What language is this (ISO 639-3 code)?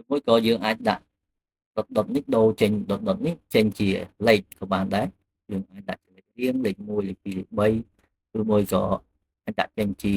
khm